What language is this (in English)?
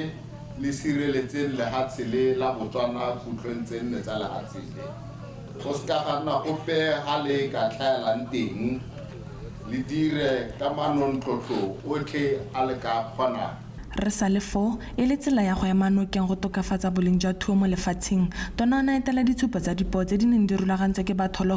Tswana